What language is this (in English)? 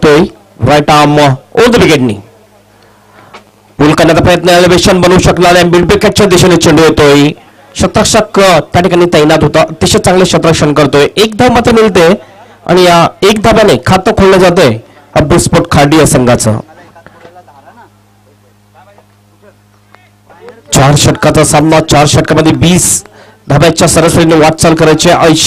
Marathi